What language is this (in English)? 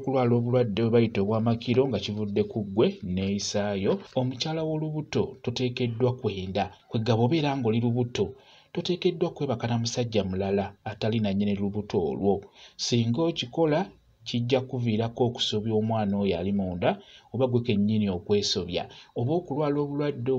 Ganda